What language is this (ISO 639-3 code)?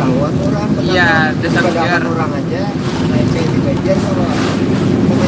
bjn